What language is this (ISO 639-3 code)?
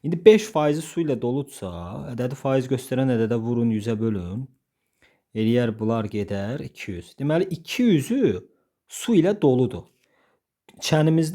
aze